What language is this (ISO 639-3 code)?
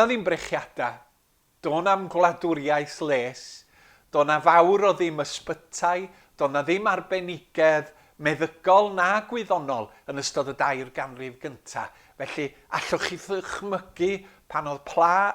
cym